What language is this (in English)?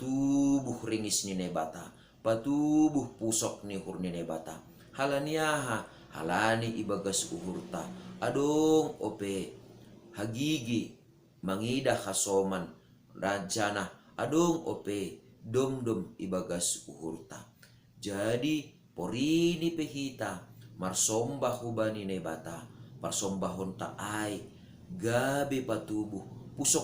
Batak Simalungun